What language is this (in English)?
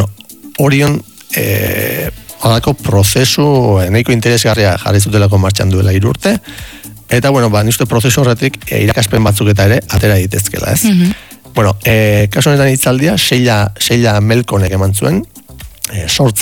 Basque